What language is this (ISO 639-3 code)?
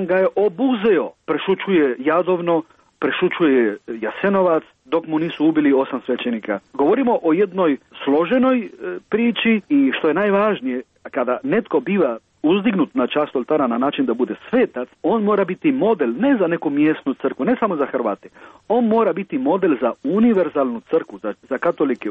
hrv